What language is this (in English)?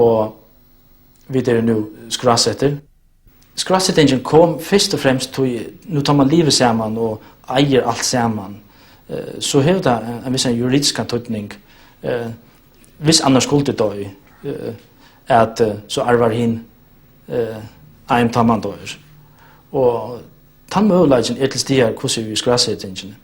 Faroese